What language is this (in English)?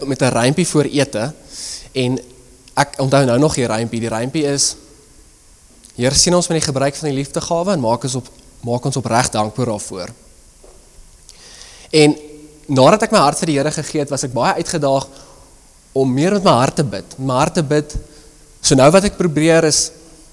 Afrikaans